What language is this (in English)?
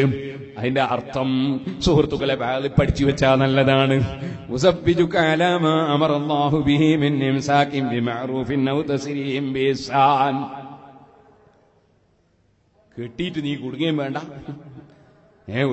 Malayalam